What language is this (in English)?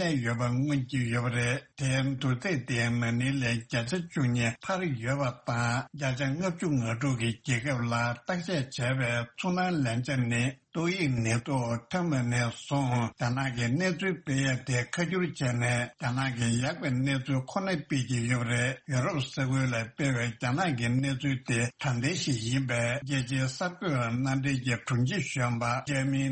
Tibetan